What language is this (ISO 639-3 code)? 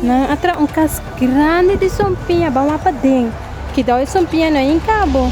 pap